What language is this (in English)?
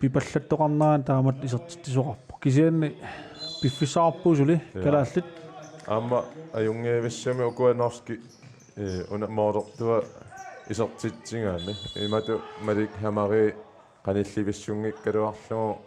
Kalaallisut